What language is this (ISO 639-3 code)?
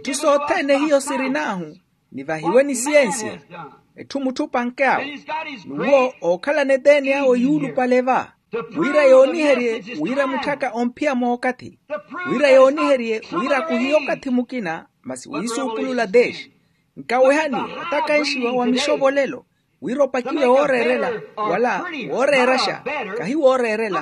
vmw